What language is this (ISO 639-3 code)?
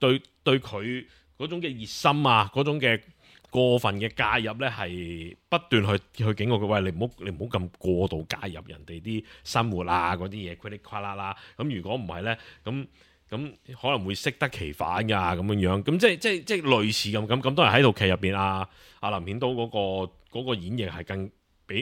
yue